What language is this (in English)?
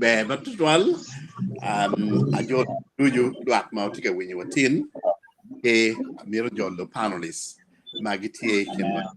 Acoli